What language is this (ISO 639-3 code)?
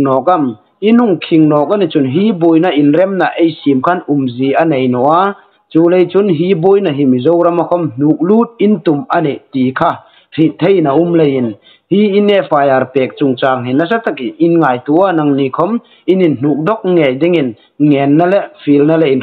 hmr